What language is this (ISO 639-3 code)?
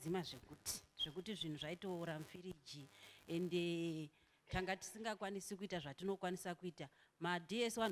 sna